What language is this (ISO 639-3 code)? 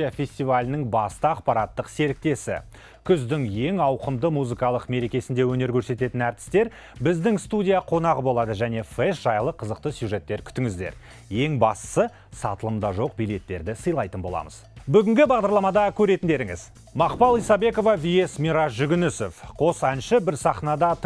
kaz